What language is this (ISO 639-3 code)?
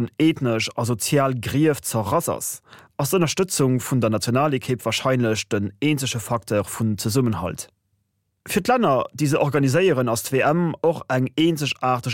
ltz